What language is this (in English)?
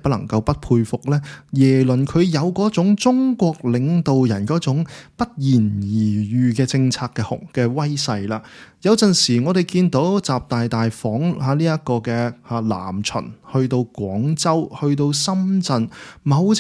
Cantonese